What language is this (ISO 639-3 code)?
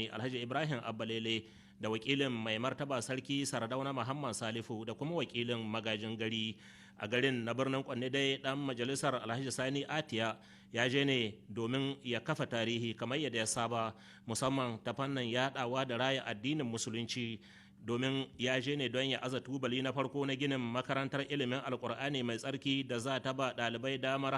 hau